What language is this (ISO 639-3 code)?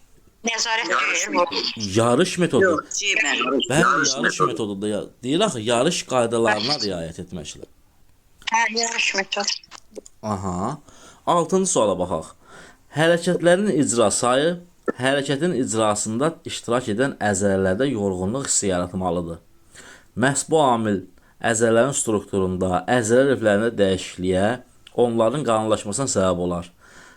aze